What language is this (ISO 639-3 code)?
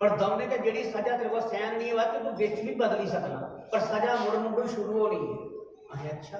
doi